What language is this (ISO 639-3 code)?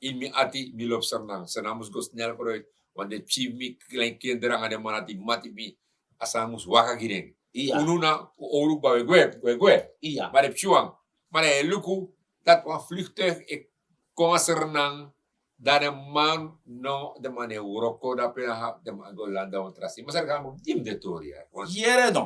srn